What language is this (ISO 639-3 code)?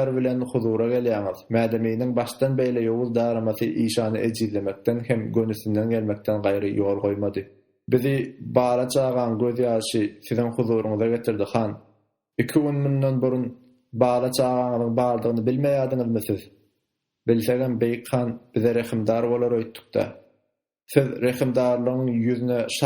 tuk